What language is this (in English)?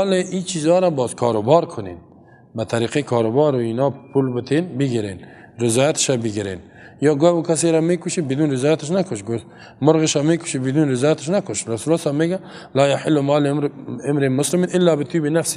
Persian